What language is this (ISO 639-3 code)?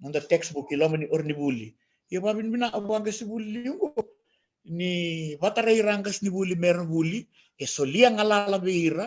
fij